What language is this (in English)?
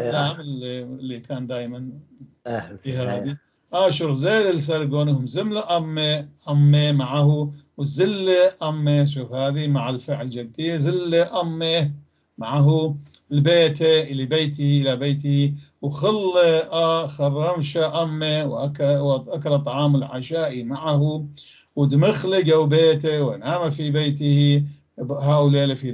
North Levantine Arabic